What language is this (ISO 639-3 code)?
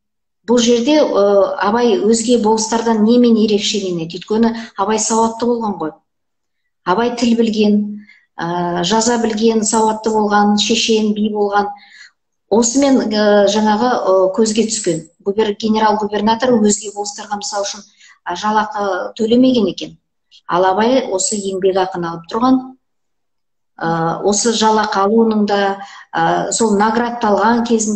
kaz